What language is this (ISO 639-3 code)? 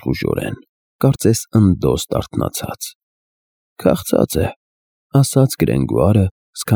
hye